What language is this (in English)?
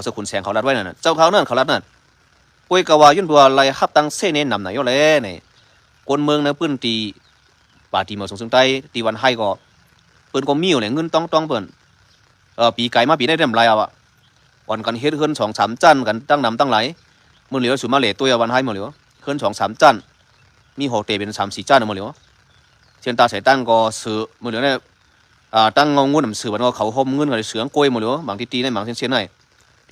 Shan